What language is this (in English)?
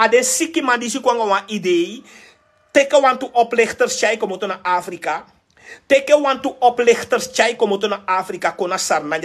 Sranan Tongo